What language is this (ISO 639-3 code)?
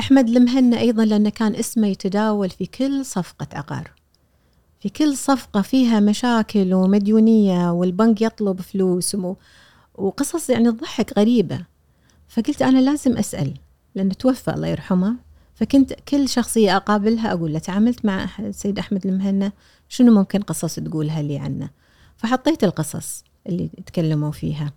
afb